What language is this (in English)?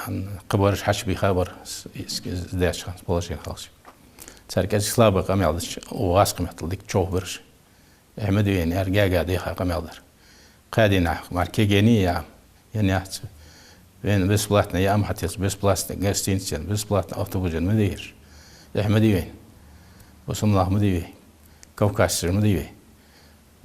Ingush